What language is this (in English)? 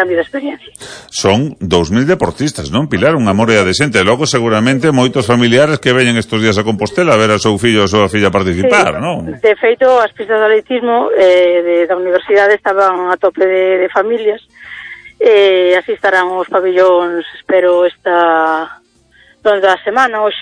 Galician